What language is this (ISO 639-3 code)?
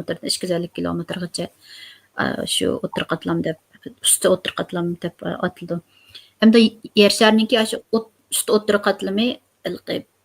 uig